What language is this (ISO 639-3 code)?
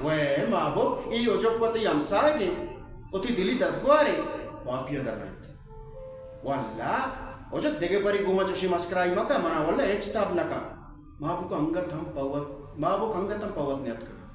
bal